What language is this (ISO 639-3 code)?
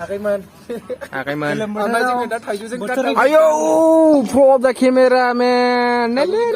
brx